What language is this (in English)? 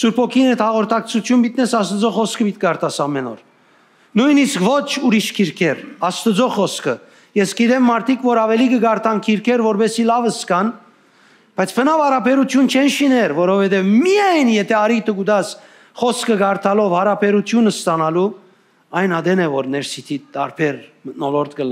Western Armenian